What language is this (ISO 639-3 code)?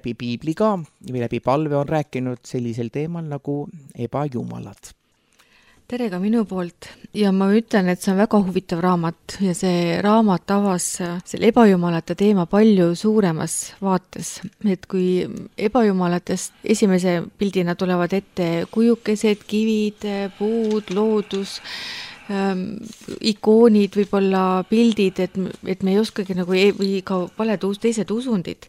est